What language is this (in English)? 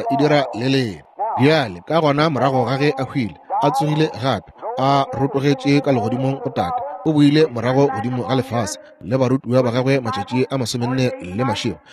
Northern Sotho